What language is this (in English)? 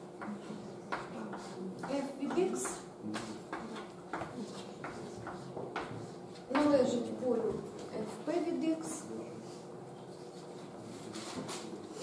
Ukrainian